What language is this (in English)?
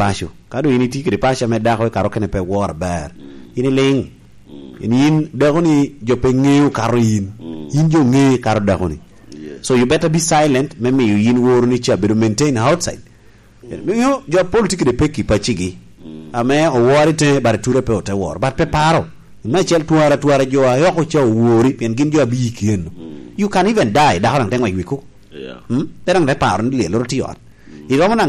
Lango (Uganda)